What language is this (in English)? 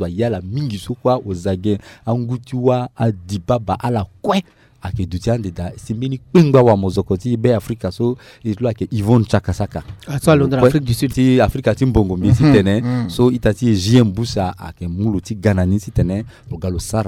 Sango